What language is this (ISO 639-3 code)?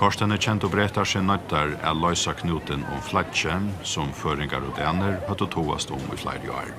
fao